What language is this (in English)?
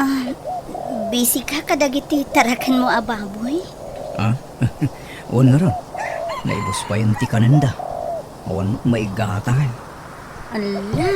Iloko